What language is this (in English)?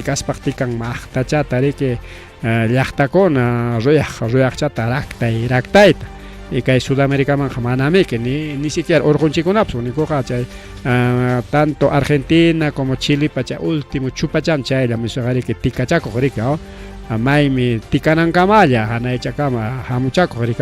Ayacucho Quechua